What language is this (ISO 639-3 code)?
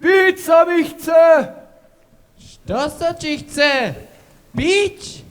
hsb